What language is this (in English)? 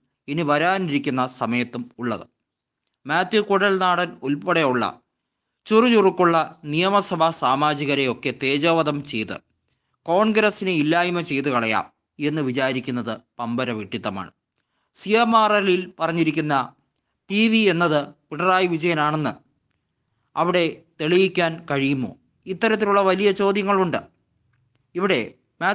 Malayalam